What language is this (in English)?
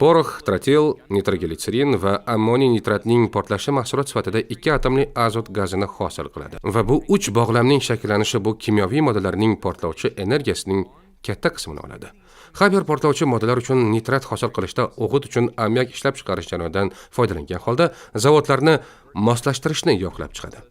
Uzbek